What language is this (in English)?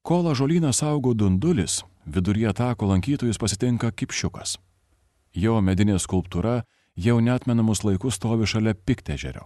Lithuanian